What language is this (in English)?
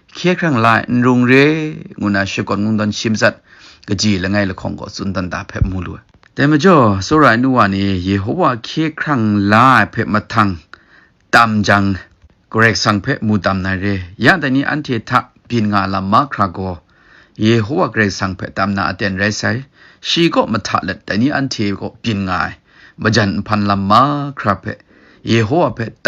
Kachin